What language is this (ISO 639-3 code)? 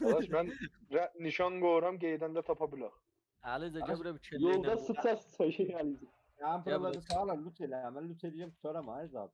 azb